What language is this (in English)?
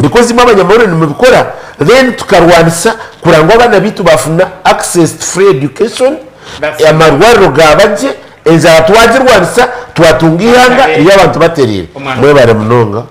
Nyankole